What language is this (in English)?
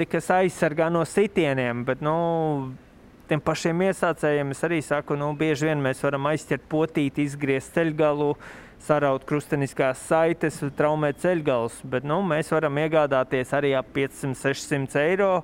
Latvian